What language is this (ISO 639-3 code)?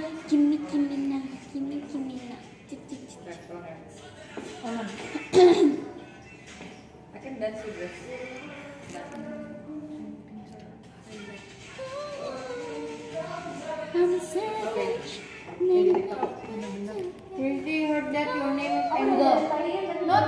ind